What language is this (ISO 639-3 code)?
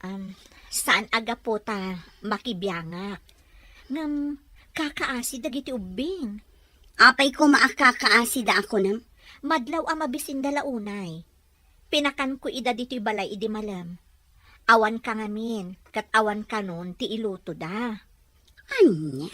ilo